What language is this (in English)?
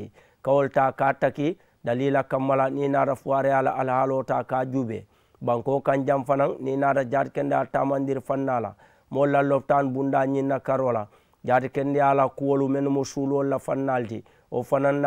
Mandingo